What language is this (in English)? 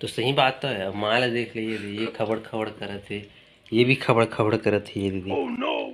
Chhattisgarhi